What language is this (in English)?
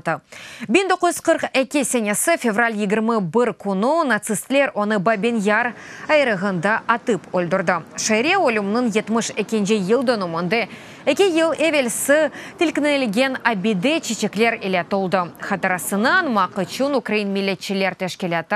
Crimean Tatar